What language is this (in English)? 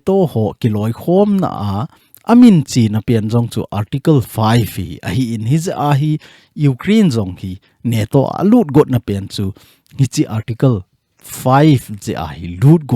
Thado Chin